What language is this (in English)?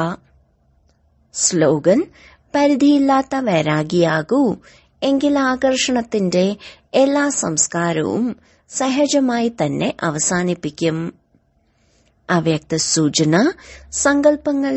Malayalam